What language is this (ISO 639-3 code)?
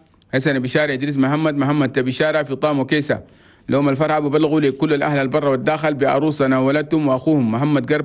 shu